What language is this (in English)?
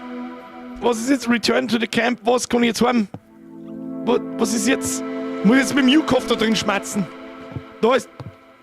Bavarian